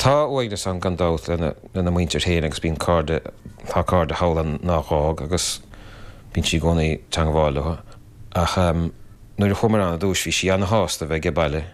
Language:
Irish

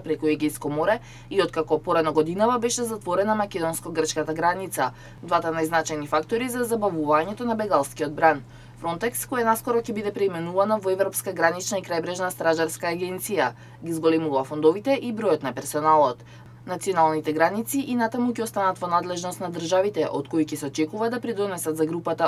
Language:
Macedonian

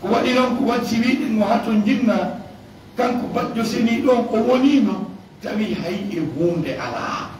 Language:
Fula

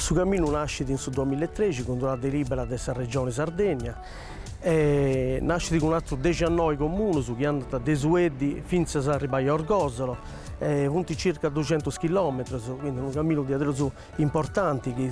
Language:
Sardinian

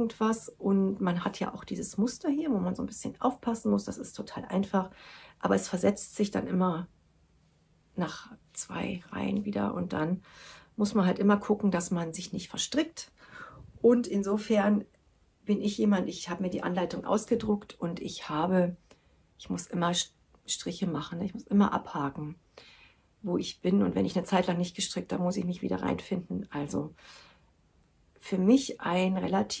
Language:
German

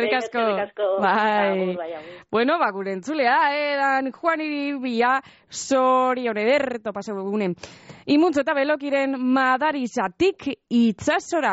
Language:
Basque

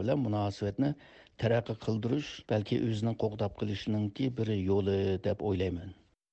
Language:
Uyghur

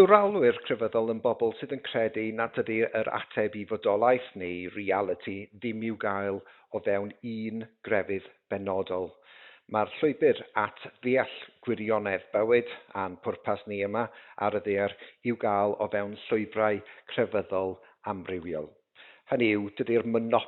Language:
Welsh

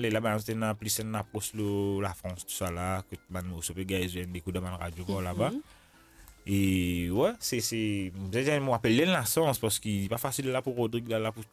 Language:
Morisyen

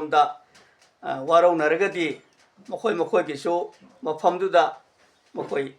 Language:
Manipuri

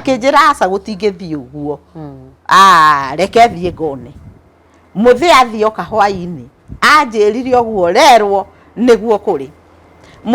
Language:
Kikuyu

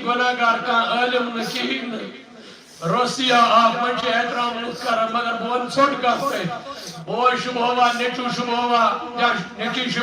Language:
Kashmiri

